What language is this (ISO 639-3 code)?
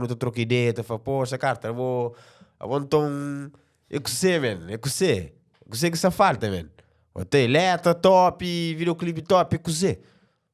kea